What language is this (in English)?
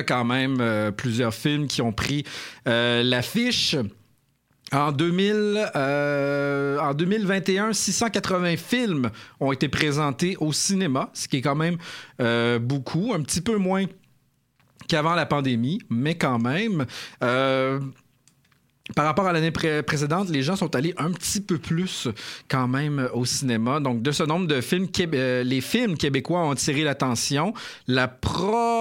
French